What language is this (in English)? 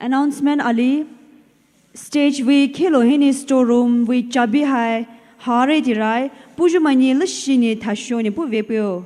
Poumei Naga